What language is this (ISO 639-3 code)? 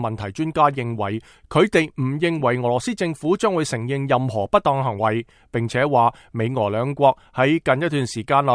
yue